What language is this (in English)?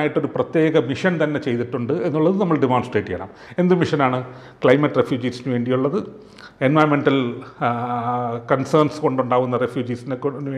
Malayalam